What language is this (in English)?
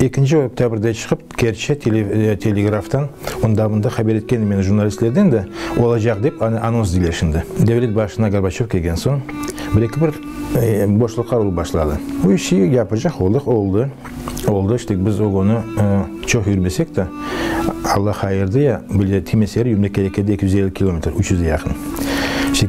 Crimean Tatar